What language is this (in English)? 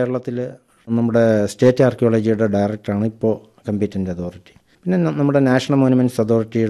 Malayalam